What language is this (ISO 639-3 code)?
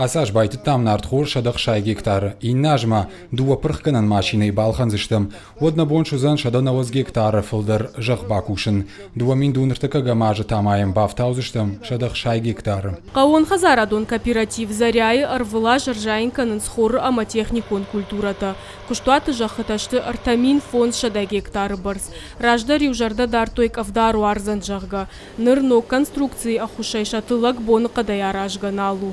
oss